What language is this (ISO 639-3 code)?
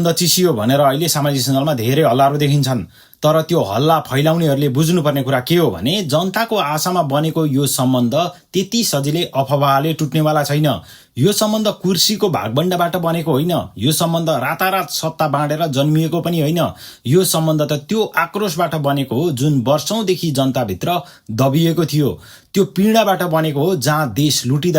nep